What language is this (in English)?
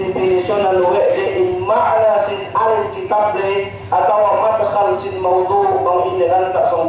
Yakan